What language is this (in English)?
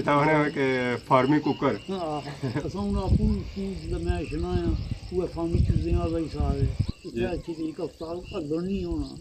Pahari-Potwari